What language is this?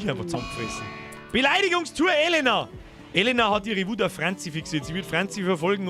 Bavarian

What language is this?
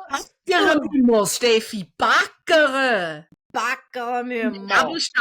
Swiss German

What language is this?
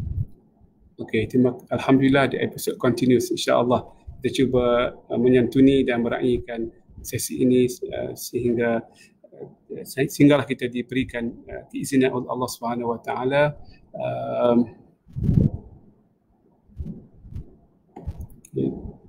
Malay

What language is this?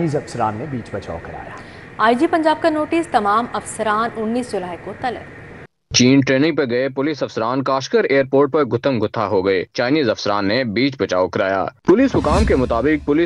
Urdu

